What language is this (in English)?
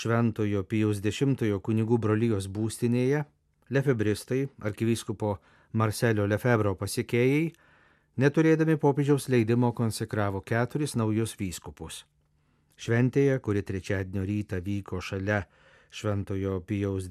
Lithuanian